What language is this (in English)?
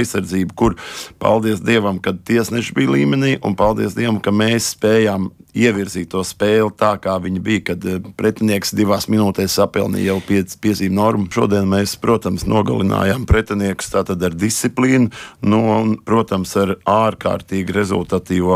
Latvian